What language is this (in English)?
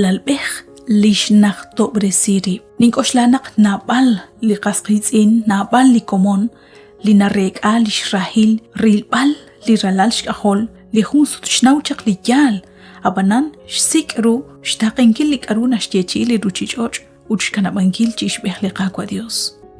Kekchí